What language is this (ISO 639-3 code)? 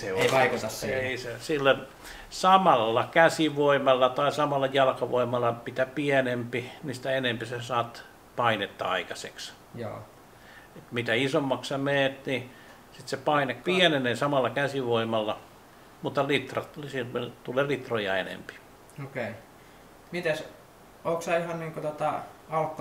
fin